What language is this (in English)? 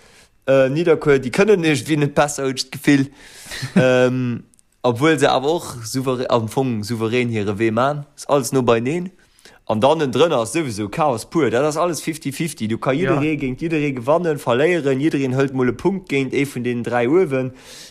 Luxembourgish